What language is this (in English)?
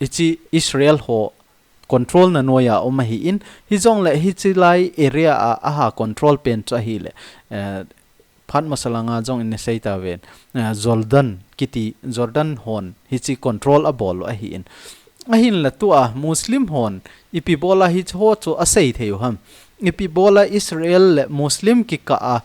Thado Chin